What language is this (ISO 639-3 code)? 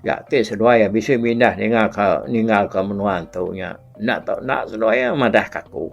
iba